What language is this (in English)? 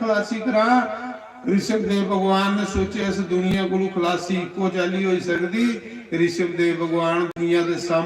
Dogri